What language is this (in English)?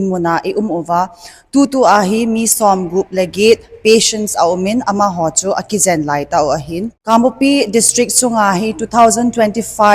Thado Chin